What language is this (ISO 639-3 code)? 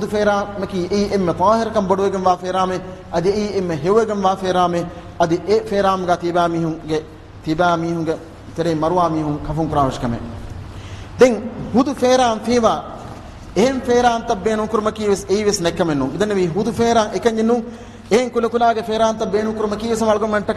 div